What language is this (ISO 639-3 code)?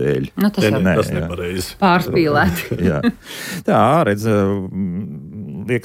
lav